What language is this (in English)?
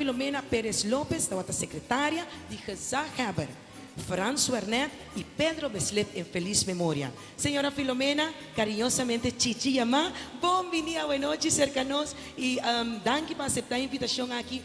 Papiamento